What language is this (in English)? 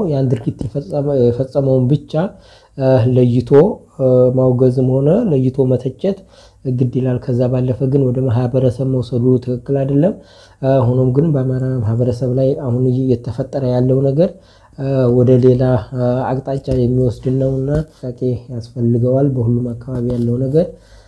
Amharic